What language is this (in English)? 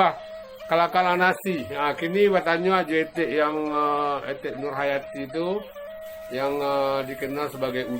Minangkabau